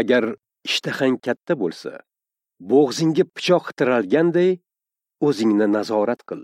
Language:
Uzbek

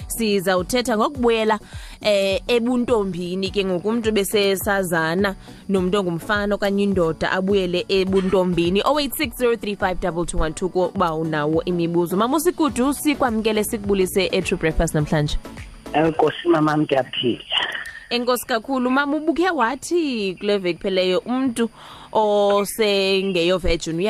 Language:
Xhosa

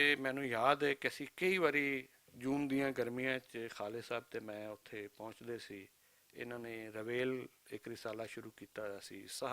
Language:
Western Panjabi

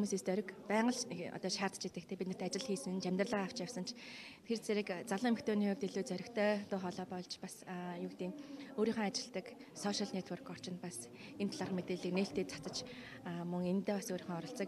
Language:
Mongolian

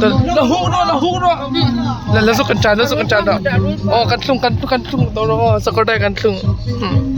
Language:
Hmar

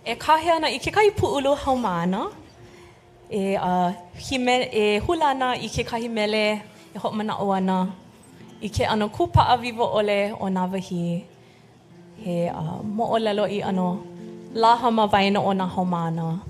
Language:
Hawaiian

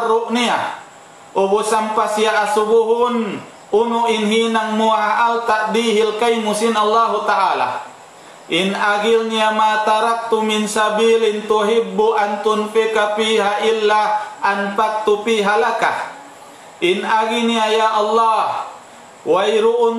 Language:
Tausug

